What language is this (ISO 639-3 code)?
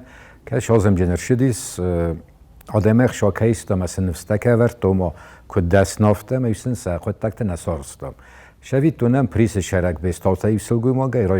oss